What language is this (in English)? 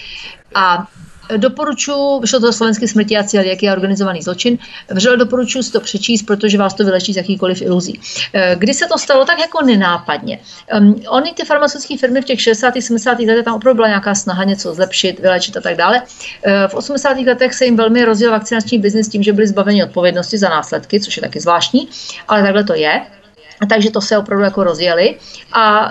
Czech